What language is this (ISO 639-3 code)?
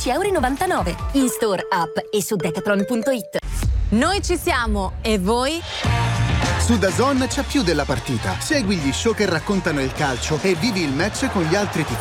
ita